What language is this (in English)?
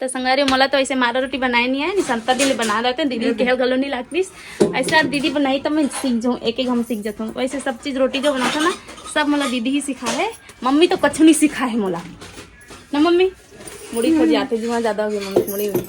Chhattisgarhi